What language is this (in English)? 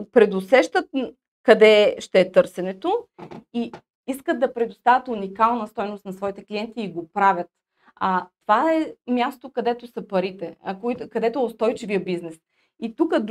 Bulgarian